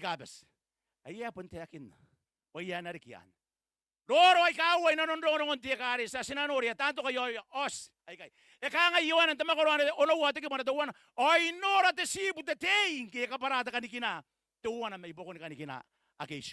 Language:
Gilbertese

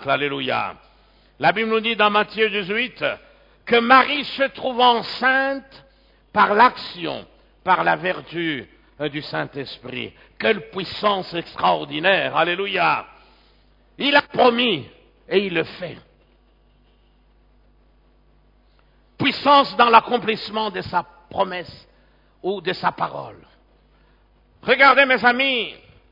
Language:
French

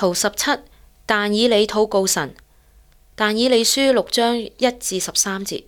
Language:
Cantonese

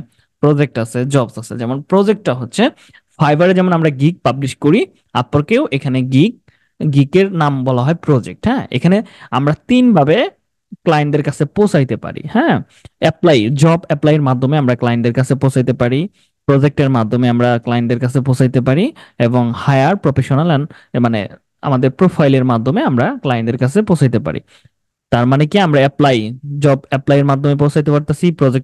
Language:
Bangla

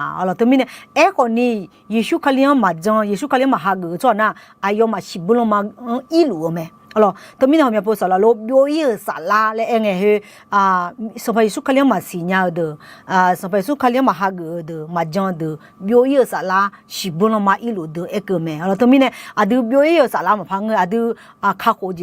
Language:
Akha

